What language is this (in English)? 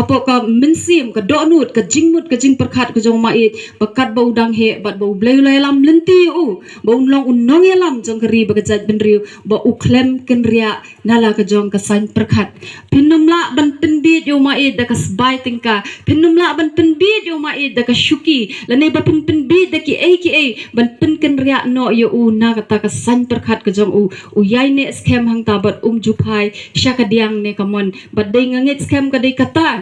Khasi